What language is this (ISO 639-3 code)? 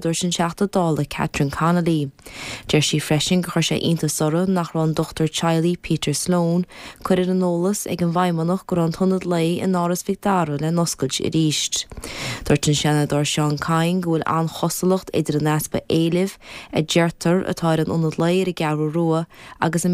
gle